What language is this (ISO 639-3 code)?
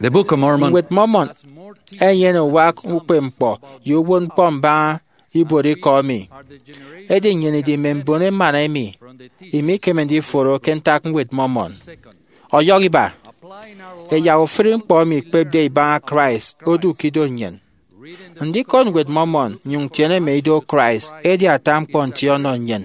efi